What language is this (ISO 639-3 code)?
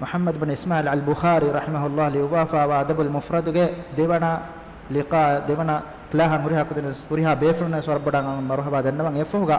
div